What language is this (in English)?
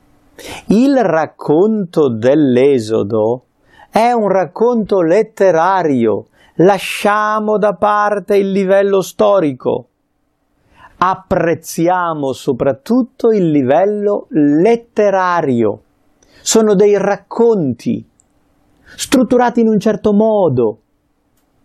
Italian